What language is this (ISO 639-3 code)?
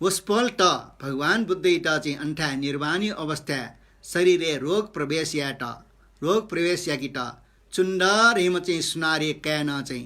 new